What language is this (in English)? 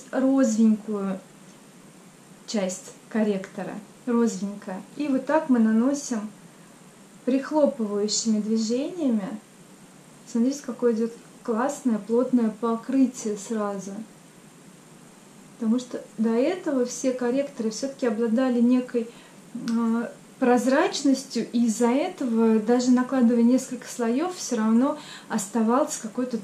Russian